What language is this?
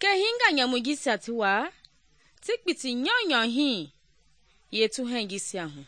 Mende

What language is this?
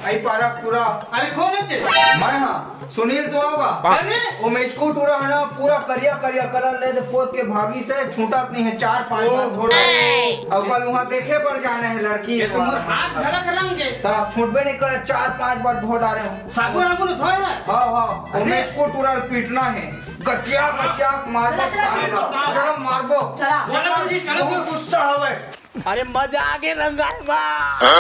Chhattisgarhi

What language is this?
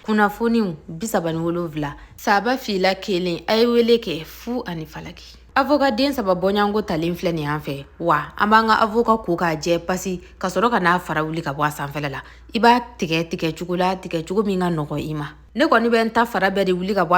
Bambara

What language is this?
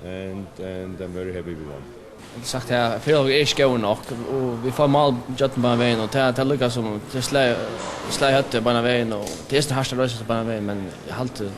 Faroese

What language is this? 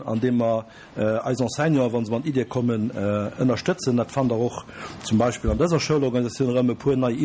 Luxembourgish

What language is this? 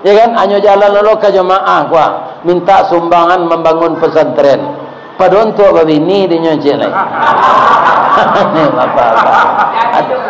Minangkabau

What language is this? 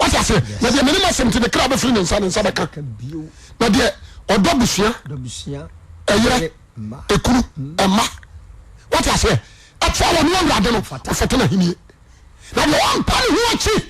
Akan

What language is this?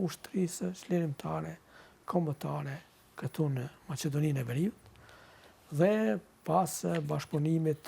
Albanian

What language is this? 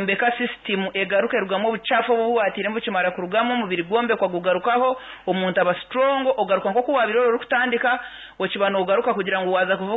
Nyankole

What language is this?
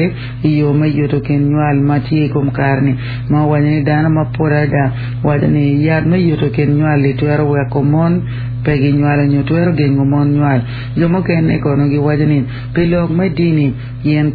Acoli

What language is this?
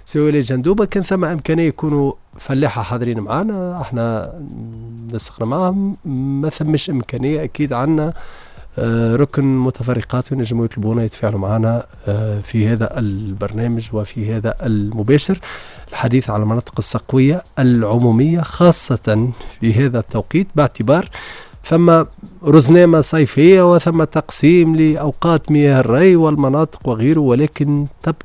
Tunisian Arabic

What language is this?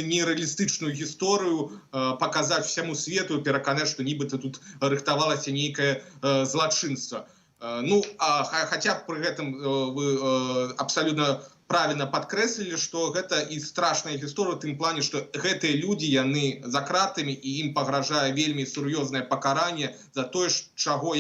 Belarusian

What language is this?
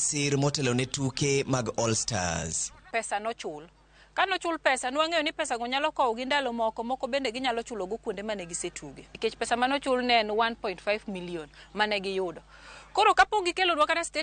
Luo (Kenya and Tanzania)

